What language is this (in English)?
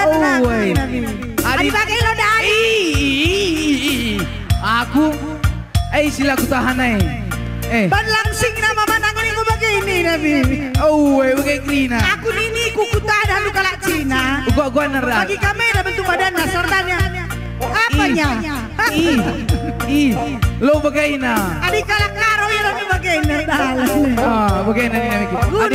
Batak Karo